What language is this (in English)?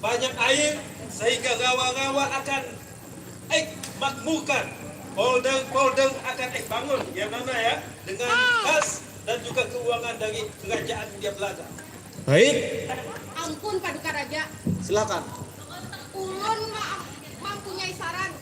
Banjar